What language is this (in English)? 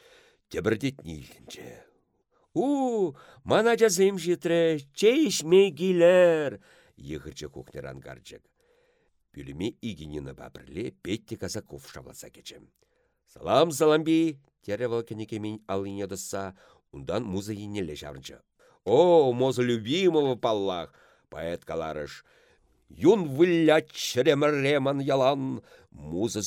Chuvash